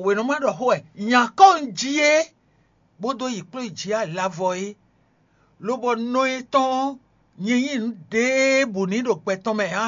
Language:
Fon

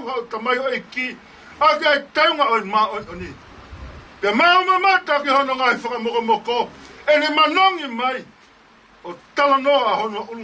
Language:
Tongan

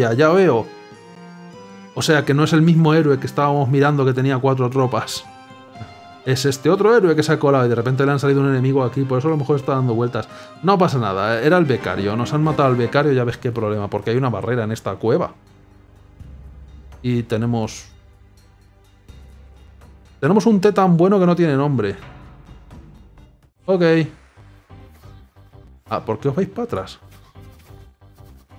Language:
Spanish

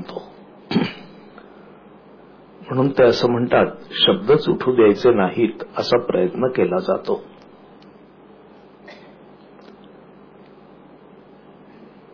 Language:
Marathi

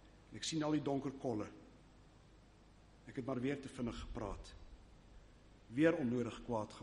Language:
Afrikaans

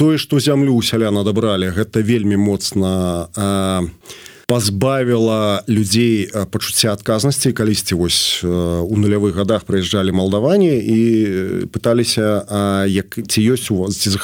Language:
Belarusian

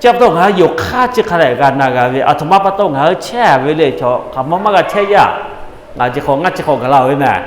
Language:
Lahu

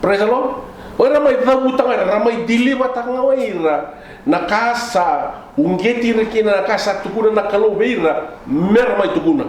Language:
Fijian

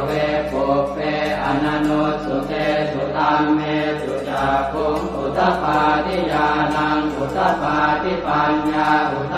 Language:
Pali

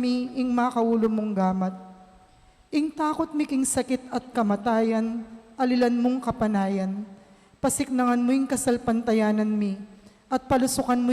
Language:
Pampanga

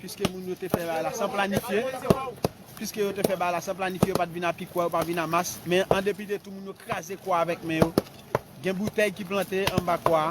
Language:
Haitian Creole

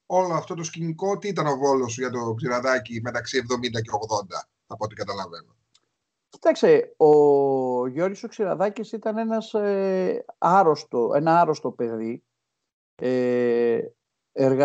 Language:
Greek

